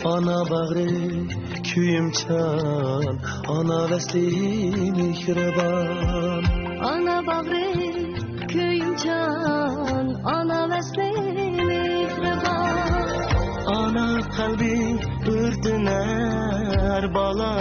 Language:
Uyghur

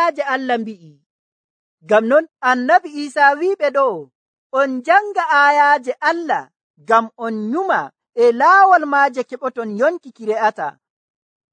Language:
Nigerian Fulfulde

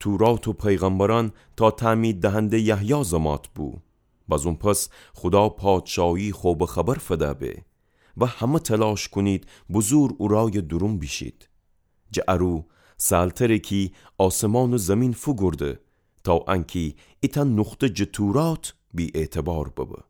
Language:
Gilaki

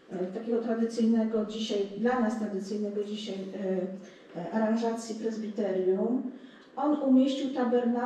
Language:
Polish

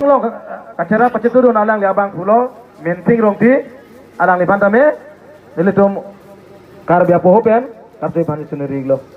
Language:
Karbi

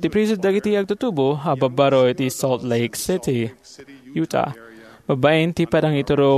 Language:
Iloko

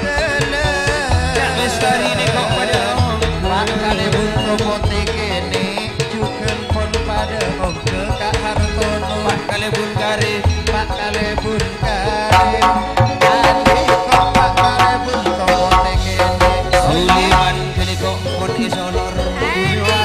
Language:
Madurese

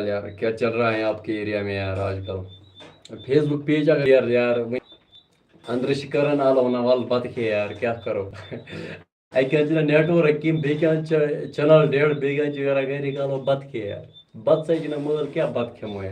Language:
Kashmiri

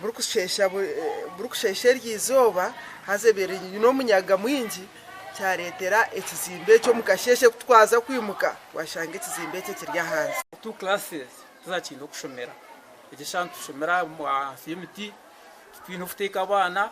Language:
Nyankole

